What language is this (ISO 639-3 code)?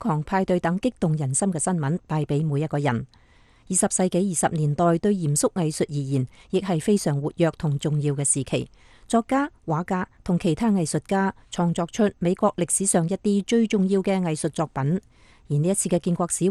yue